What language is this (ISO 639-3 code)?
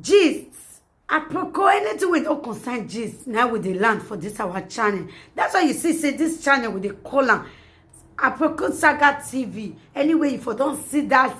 pcm